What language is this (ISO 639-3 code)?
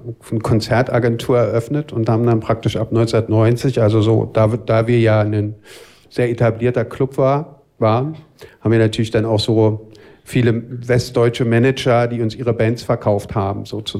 deu